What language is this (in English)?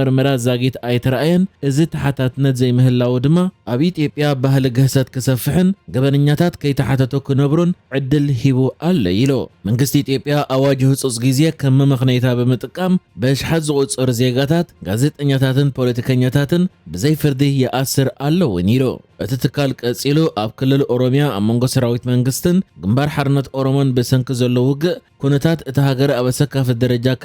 Tigrinya